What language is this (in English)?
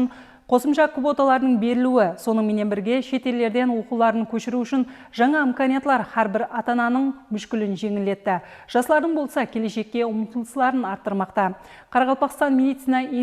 Kara-Kalpak